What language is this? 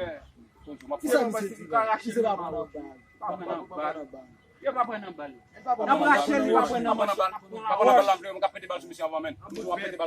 Haitian Creole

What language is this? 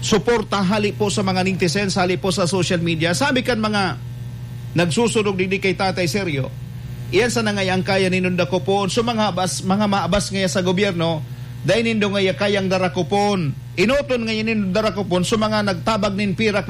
Bikol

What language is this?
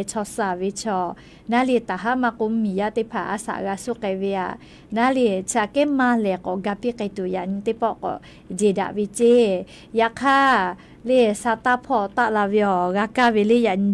Lahu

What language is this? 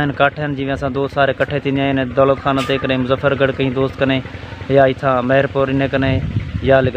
Saraiki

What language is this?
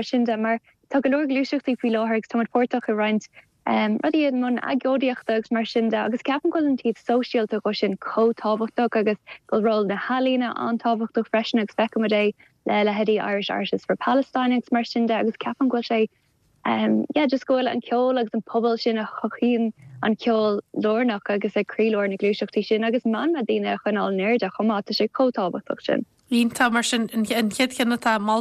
Irish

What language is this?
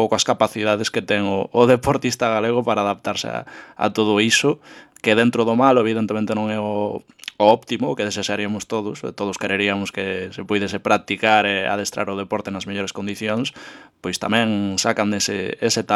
Galician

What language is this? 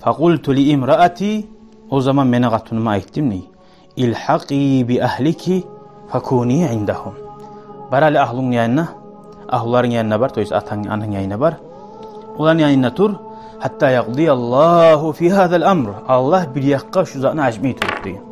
Kumyk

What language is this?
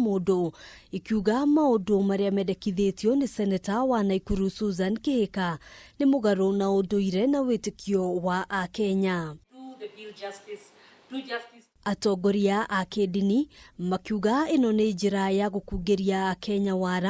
Kikuyu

